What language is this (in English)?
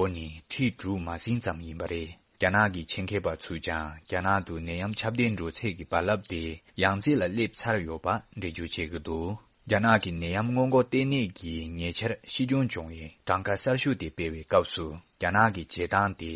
Tibetan